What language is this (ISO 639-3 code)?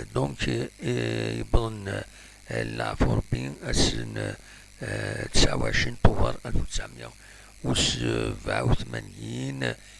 kab